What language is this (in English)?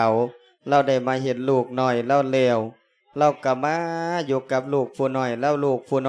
Lao